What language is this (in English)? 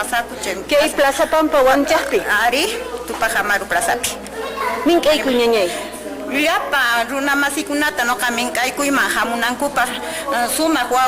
Quechua